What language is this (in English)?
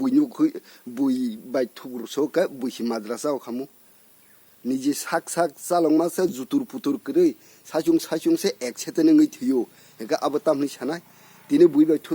Kok Borok